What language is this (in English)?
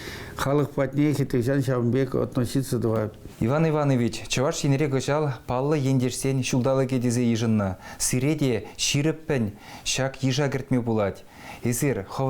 Chuvash